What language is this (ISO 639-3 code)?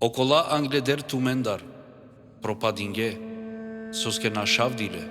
rmn